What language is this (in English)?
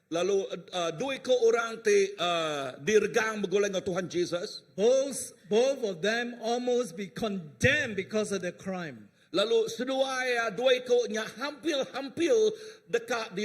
Iban